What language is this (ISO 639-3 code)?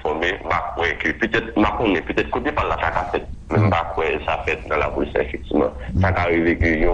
hat